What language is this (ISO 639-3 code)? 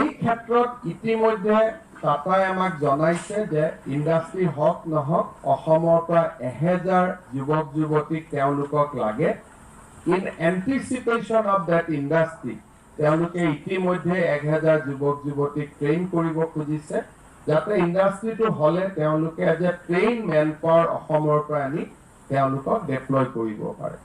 asm